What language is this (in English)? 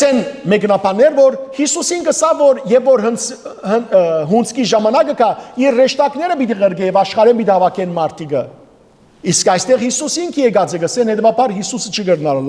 Western Armenian